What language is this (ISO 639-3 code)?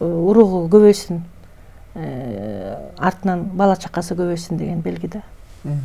kir